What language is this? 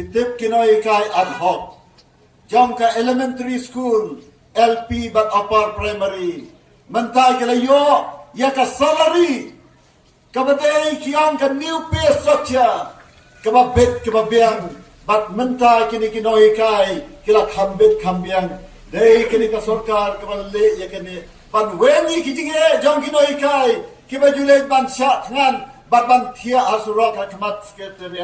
Khasi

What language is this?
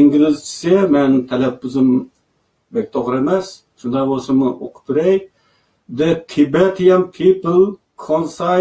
Uyghur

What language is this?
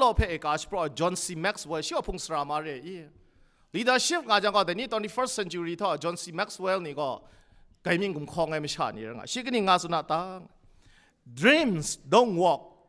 Kachin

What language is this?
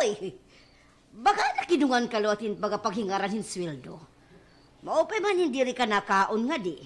Waray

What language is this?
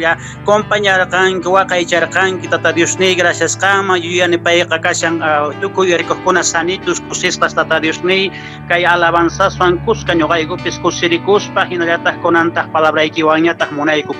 Quechua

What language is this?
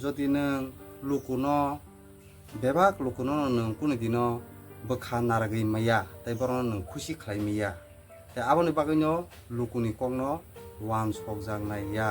Kok Borok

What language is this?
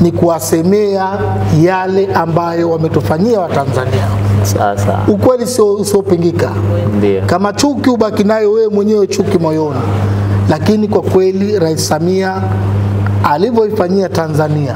Swahili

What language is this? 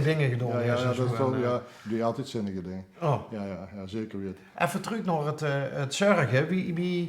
Limburgish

